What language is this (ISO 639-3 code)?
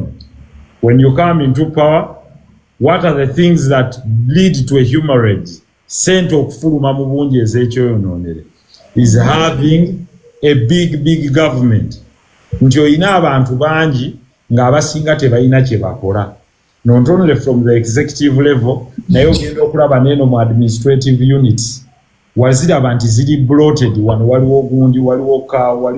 lug